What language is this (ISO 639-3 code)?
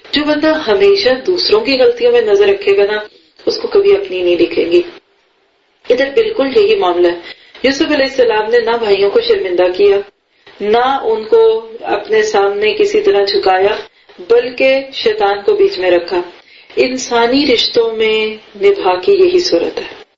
urd